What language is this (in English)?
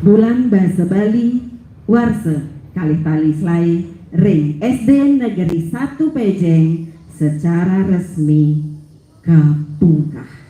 Balinese